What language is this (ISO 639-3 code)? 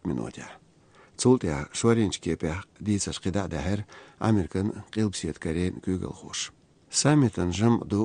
che